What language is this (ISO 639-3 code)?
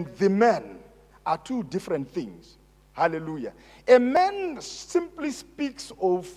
sna